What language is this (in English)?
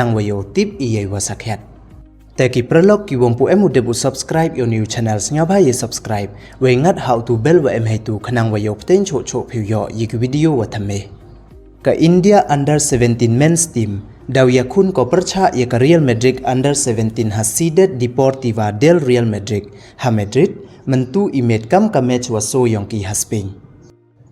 Pnar